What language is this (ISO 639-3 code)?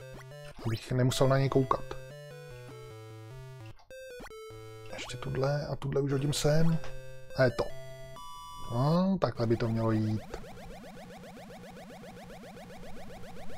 ces